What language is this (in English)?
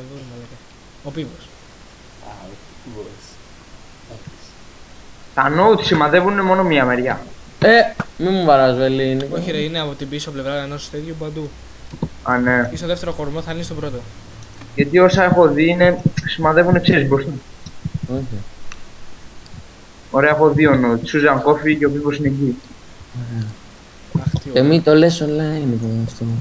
Greek